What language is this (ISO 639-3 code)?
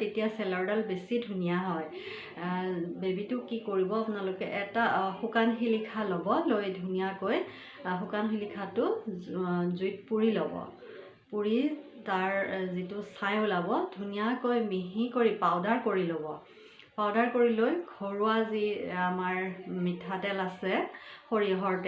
asm